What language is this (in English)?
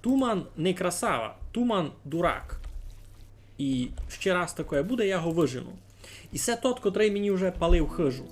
Rusyn